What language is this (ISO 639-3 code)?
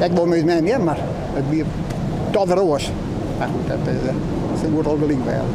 fry